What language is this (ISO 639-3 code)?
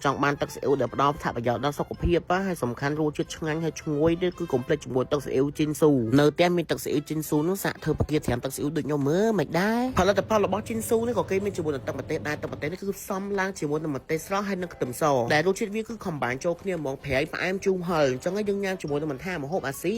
khm